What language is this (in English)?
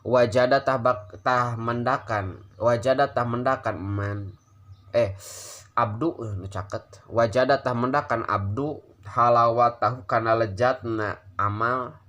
Sundanese